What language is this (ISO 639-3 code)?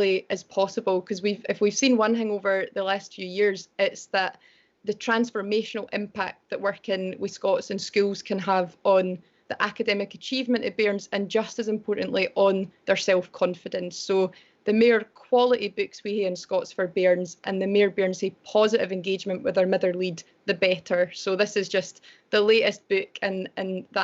sco